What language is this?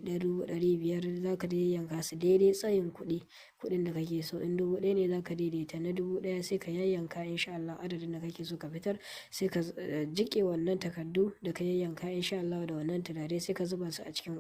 Hausa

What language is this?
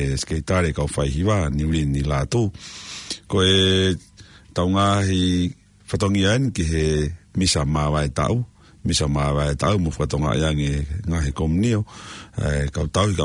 Tongan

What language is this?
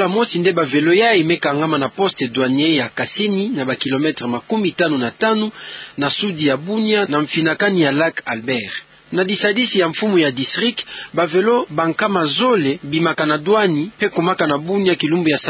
Kituba (Democratic Republic of Congo)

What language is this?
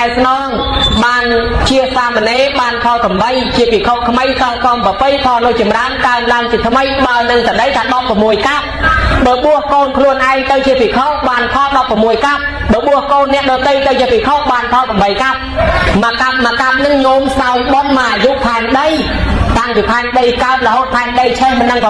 Khmer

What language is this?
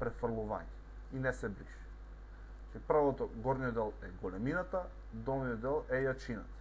Macedonian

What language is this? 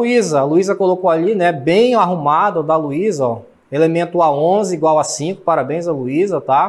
Portuguese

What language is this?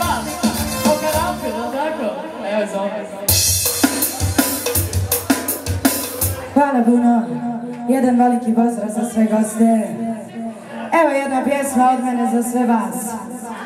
Croatian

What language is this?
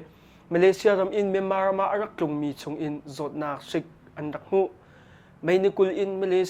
Hakha Chin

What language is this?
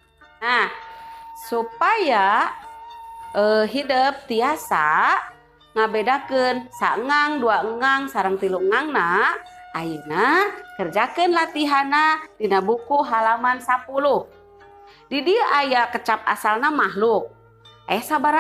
Sundanese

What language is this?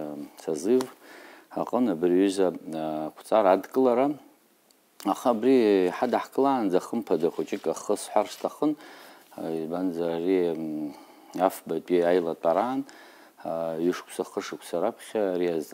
Abkhazian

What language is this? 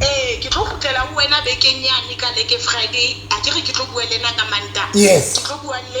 Southern Sotho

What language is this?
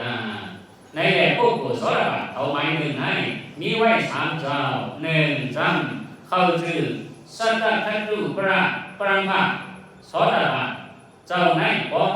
Shan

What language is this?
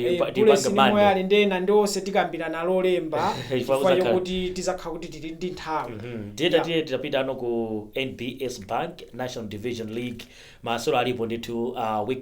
Nyanja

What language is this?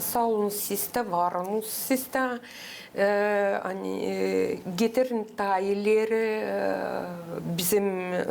Gagauz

